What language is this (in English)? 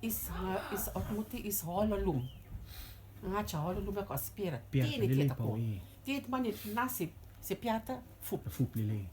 Rotuman